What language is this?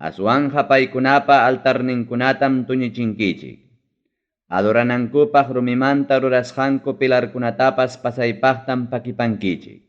Ayacucho Quechua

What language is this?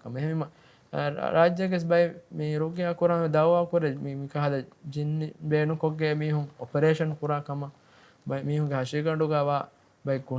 Divehi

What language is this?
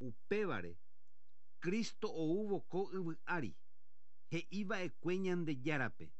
Guarani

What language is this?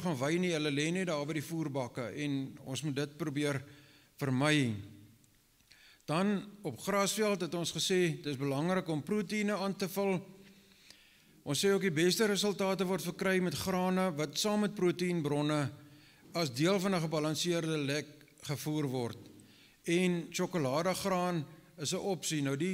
Afrikaans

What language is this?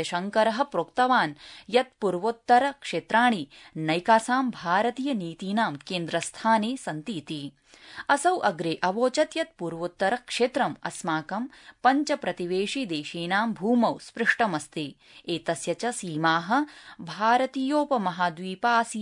Sanskrit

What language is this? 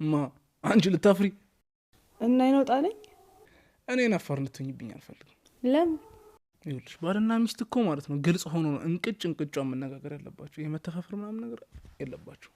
Amharic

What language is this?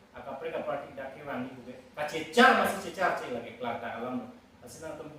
Karbi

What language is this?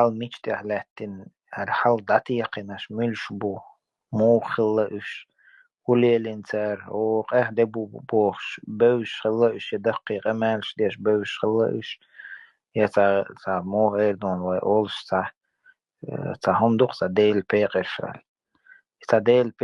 Chechen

